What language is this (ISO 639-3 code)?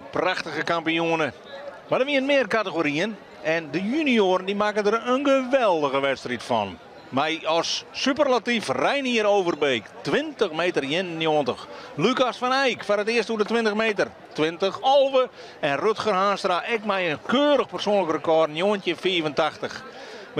fry